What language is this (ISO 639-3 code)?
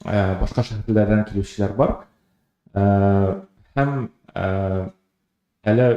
tat